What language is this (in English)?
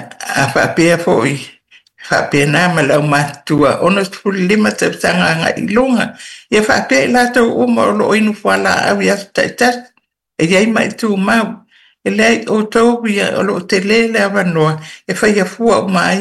Samoan